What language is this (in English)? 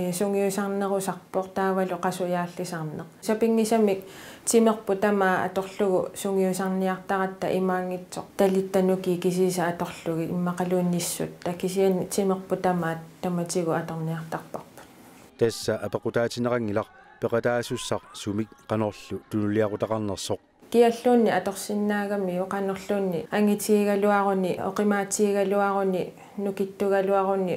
Kalaallisut